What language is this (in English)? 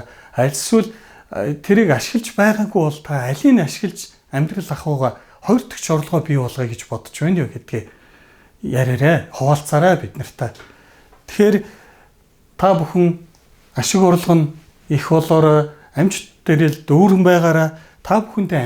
Mongolian